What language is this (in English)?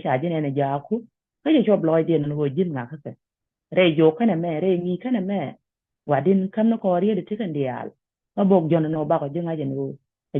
Nuer